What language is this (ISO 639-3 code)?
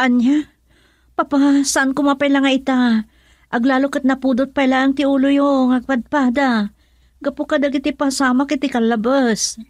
ilo